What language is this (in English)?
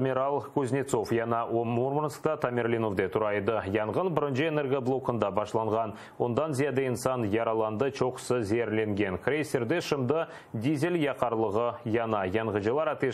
Crimean Tatar